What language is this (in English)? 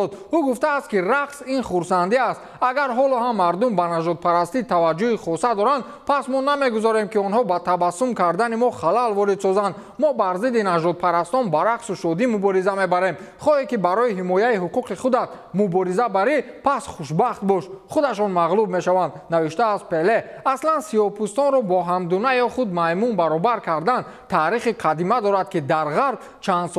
Tajik